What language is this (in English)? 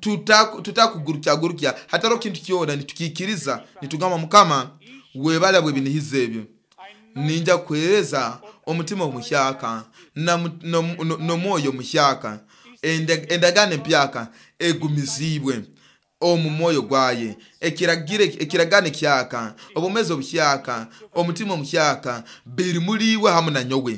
Nyoro